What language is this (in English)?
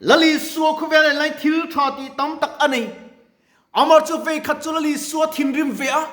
Mizo